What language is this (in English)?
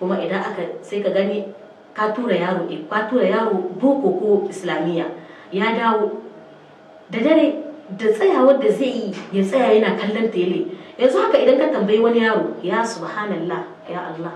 Hausa